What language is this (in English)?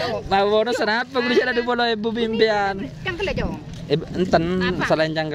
Madurese